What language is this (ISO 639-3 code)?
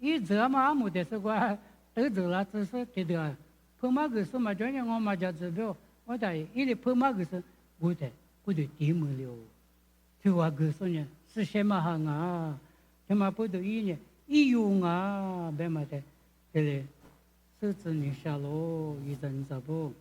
lis